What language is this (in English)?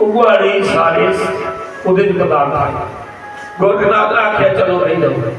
Dogri